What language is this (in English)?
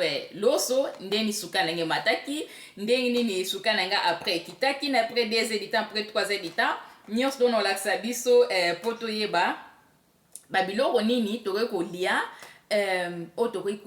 Lingala